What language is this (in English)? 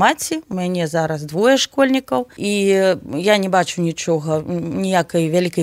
Belarusian